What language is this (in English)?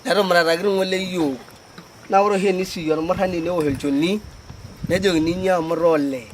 Masai